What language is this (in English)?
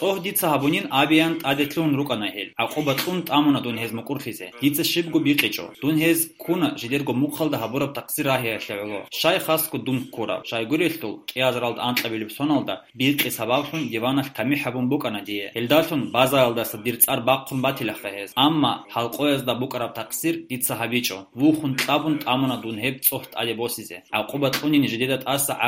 Avaric